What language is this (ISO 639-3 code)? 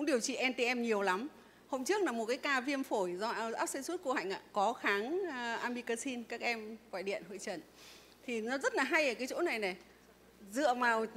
vie